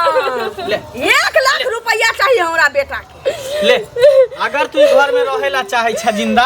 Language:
Maithili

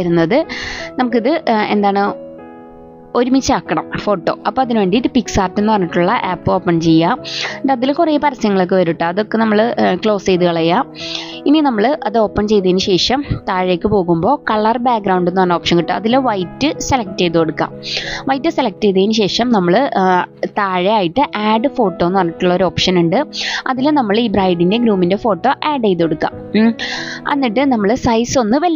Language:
Malayalam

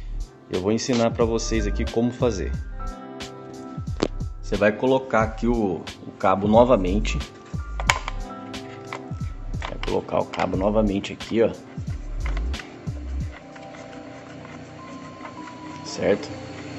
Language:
Portuguese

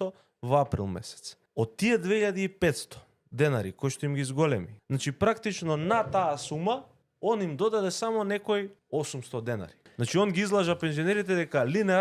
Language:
Macedonian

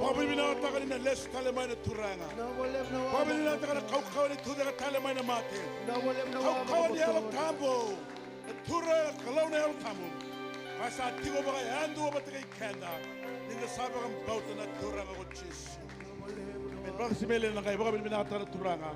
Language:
Fijian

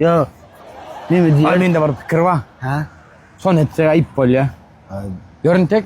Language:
Turkmen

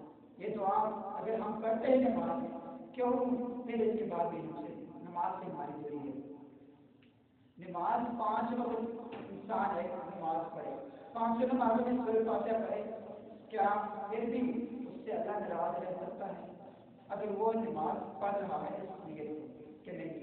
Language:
Urdu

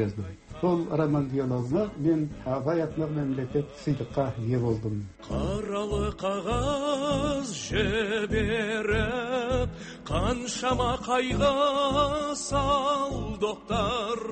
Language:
Kazakh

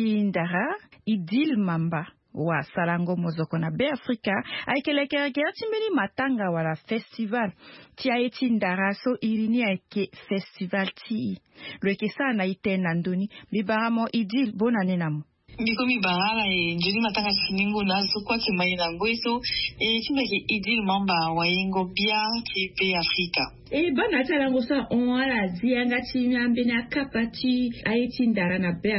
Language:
Sango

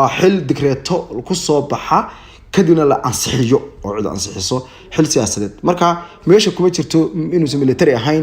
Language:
Somali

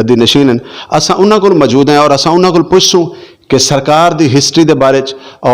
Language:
Saraiki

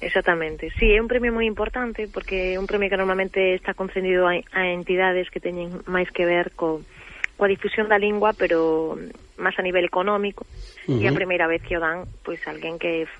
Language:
Galician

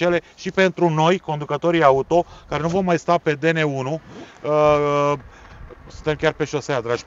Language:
Romanian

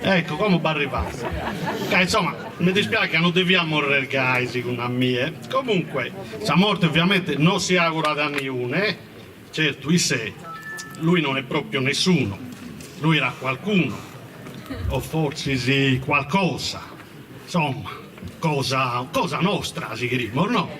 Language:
Sardinian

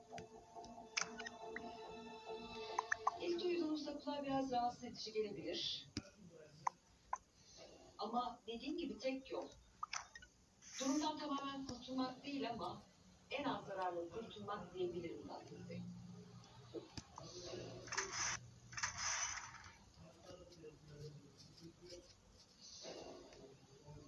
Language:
Turkish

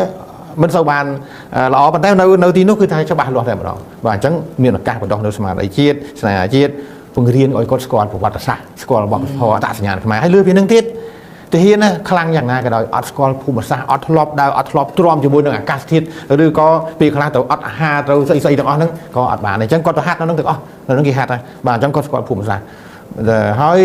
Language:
Khmer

